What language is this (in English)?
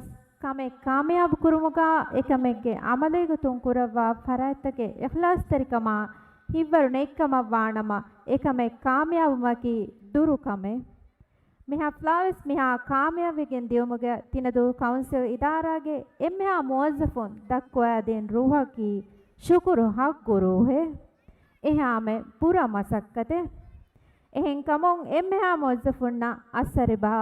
Divehi